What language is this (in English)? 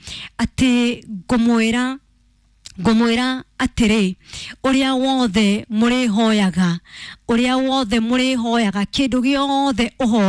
Kikuyu